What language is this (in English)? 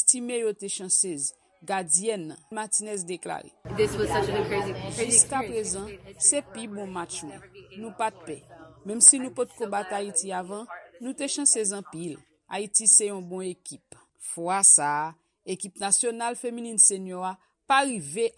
Haitian Creole